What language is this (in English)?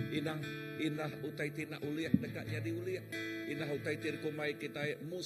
Iban